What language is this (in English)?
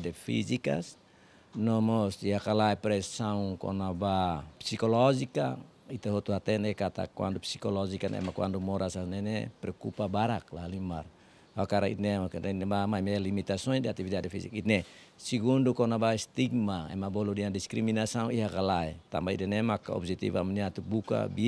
Tetum